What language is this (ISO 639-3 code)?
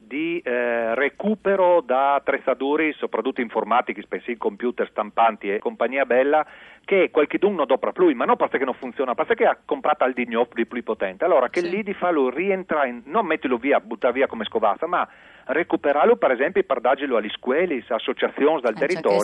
fur